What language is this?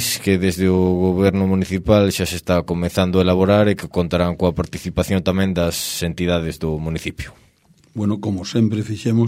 Galician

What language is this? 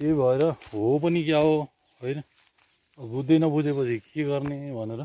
Nepali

